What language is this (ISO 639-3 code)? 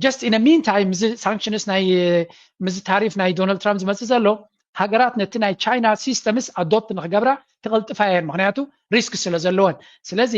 tir